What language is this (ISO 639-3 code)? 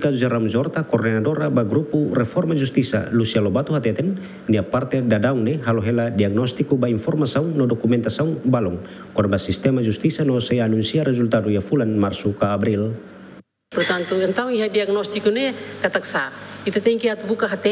tet